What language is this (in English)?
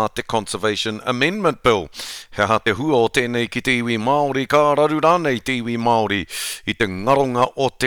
Māori